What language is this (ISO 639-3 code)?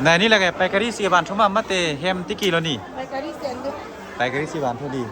mjw